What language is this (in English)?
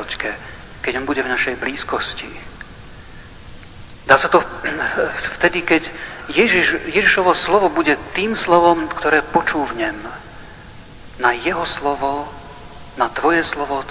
Slovak